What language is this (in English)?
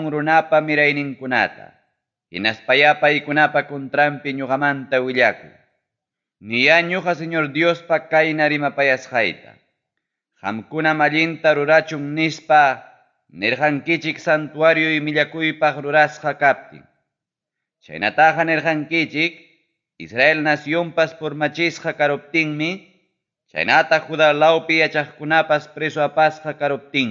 Ayacucho Quechua